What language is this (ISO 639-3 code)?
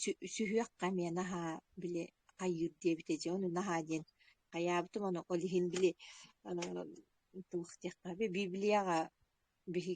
sah